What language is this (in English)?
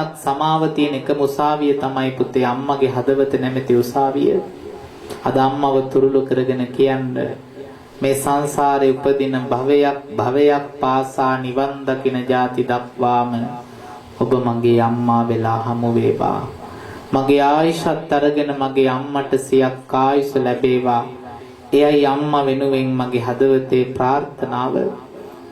Sinhala